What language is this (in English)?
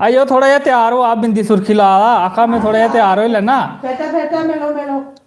Dogri